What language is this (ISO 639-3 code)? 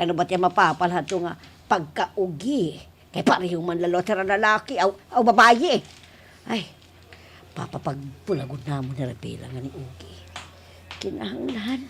war